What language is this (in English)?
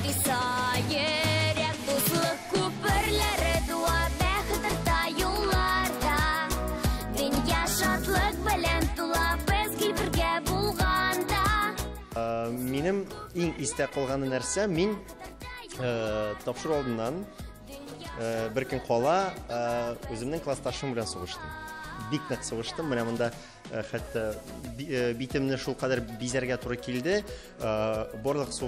Tatar